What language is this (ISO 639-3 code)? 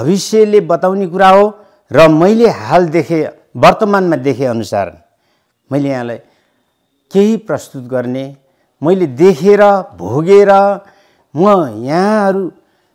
nep